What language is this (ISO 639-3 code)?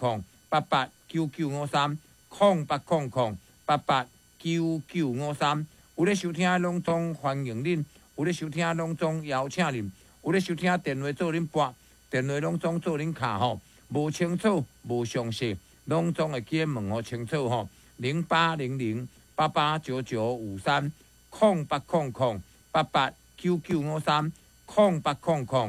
nan